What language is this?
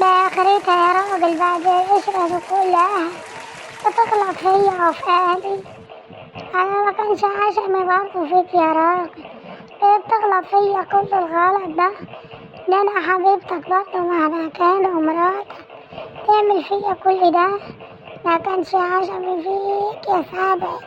Egyptian Arabic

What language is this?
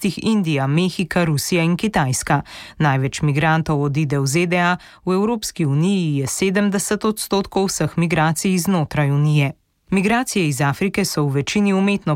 Slovenian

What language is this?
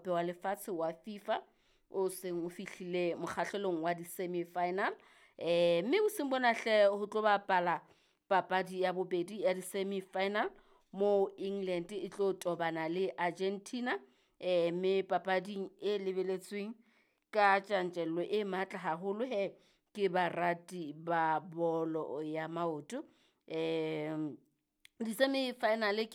Southern Sotho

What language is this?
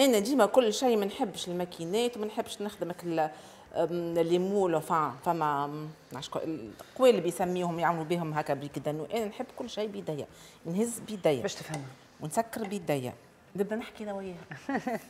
Tunisian Arabic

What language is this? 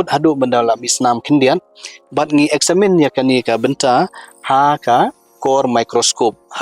Khasi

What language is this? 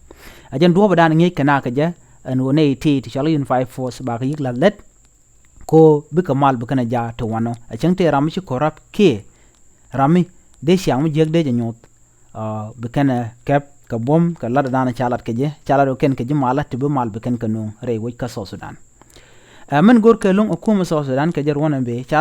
Nuer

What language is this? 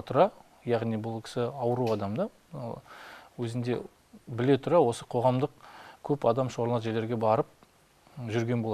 Kazakh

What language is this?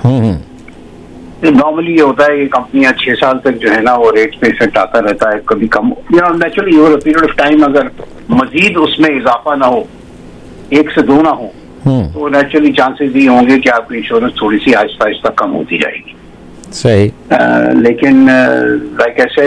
Urdu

